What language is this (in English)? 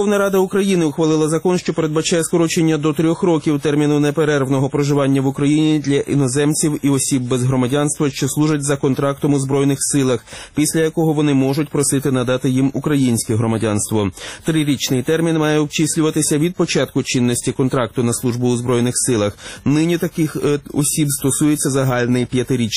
Ukrainian